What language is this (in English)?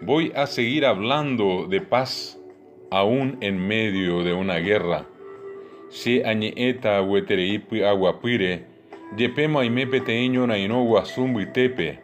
Guarani